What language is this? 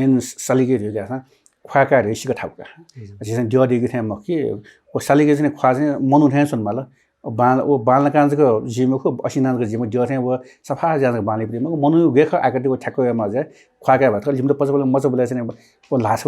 Newari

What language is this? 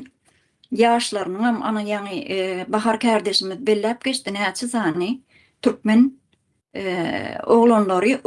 Turkmen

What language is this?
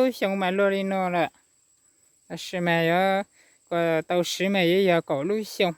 Hmong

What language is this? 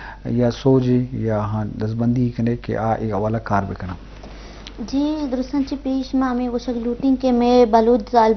Eastern Balochi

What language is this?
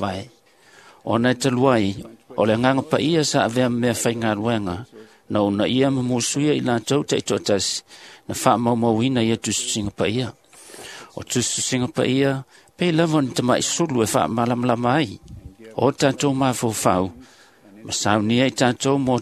Samoan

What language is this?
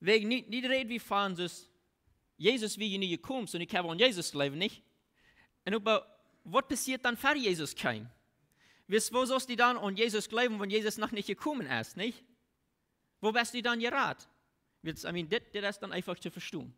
Plautdietsch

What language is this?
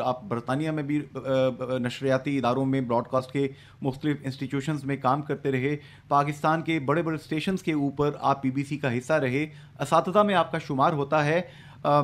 Urdu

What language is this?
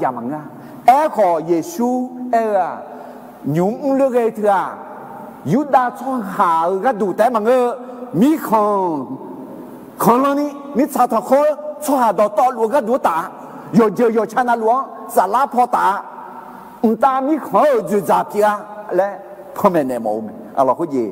Akha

